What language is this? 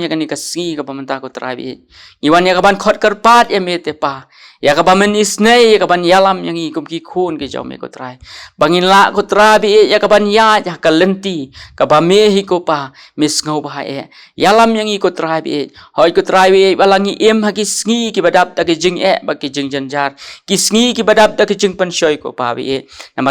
Khasi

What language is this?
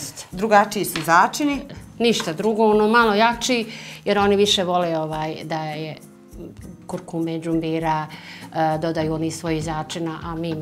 Bosnian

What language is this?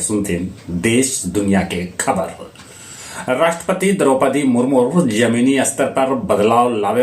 Magahi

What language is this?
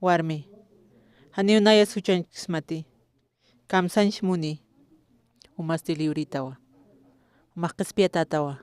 Aymara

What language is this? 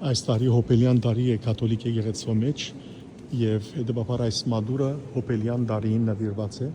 Western Armenian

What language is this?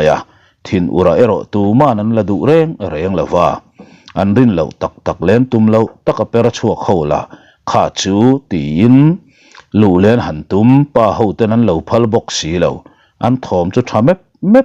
Mizo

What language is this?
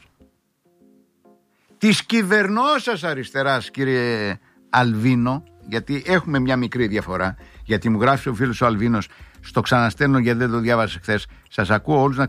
Greek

